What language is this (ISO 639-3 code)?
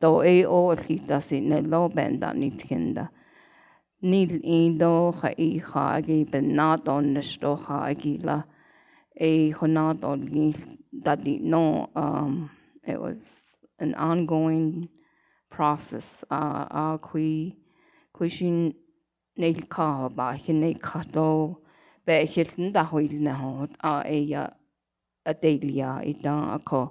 nav